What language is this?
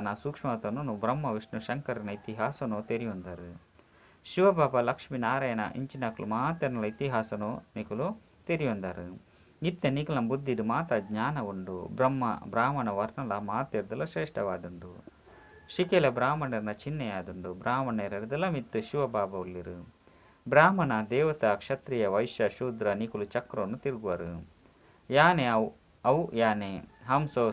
Tulu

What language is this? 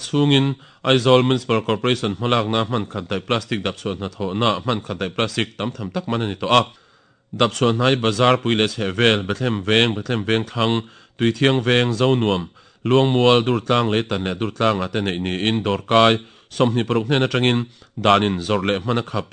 Mizo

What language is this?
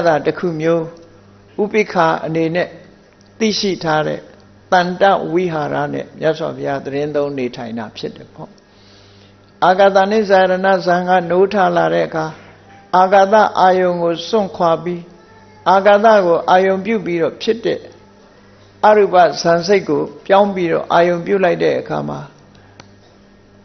Burmese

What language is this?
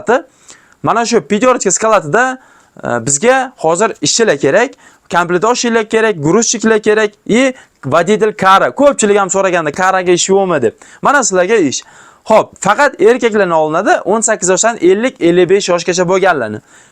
Uzbek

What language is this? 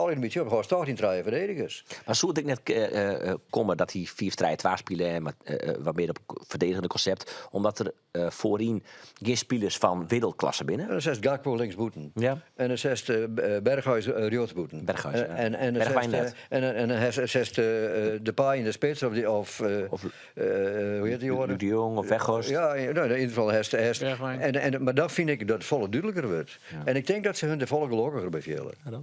Western Frisian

